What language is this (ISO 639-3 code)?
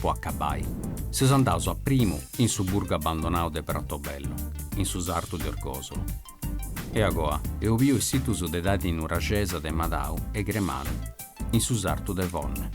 srd